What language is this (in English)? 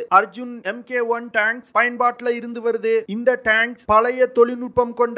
Tamil